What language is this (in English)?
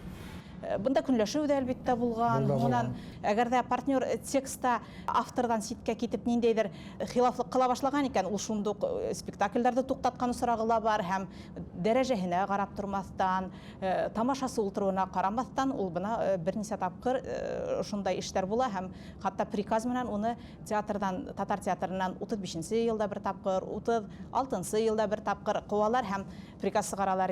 Bashkir